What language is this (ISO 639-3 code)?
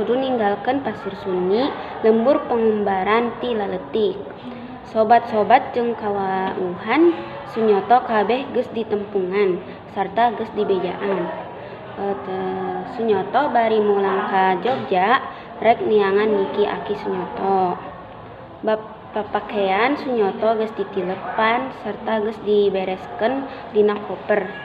sun